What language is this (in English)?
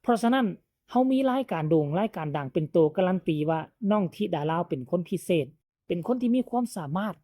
Northeastern Thai